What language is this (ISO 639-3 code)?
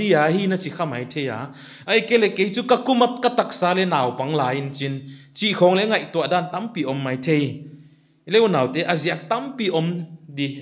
pck